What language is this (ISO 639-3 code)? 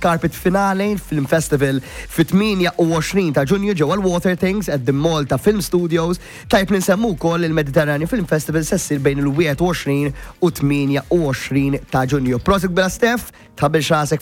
mlt